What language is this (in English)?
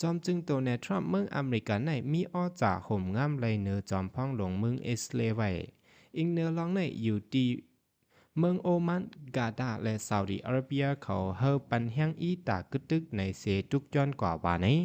Shan